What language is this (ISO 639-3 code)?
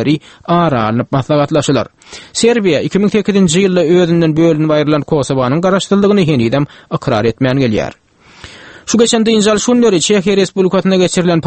tuk